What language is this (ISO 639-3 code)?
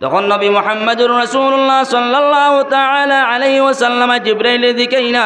syl